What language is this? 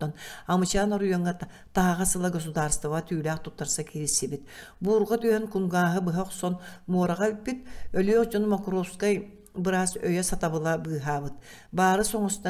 Yakut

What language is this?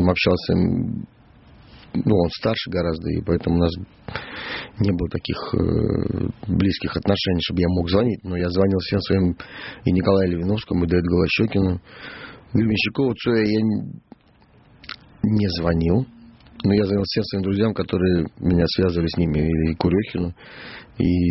Russian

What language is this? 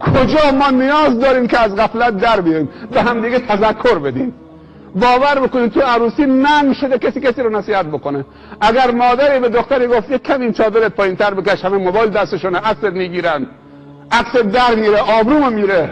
Persian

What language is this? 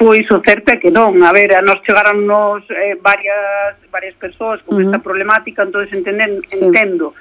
Galician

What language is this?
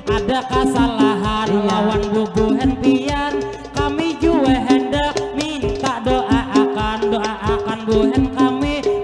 Banjar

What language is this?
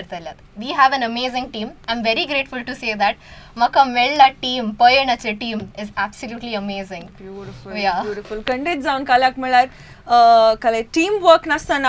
Konkani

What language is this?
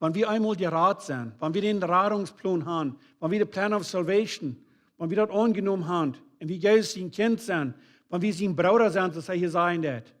Plautdietsch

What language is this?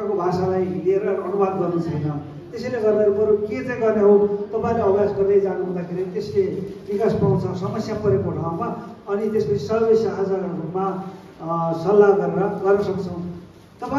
Nepali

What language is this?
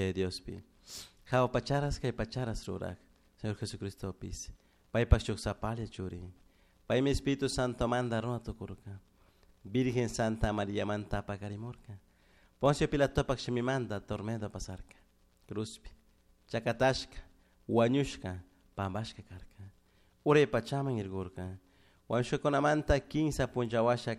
Chimborazo Highland Quichua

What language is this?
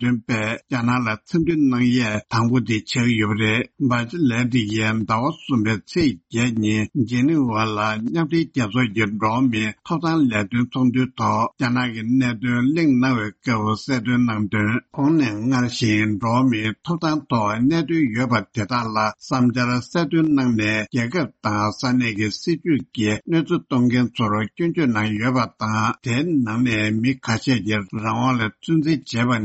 Tibetan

